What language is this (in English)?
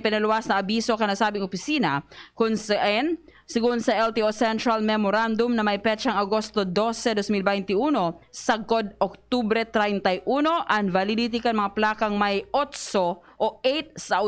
Bikol